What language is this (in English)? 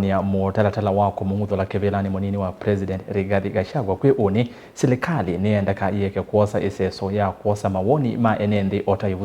Kamba